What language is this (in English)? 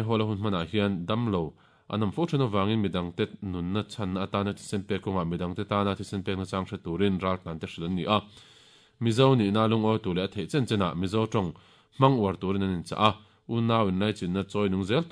Mizo